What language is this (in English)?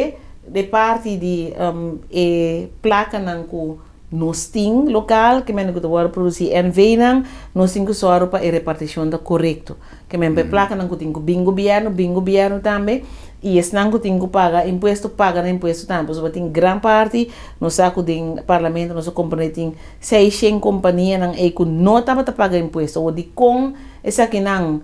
Papiamento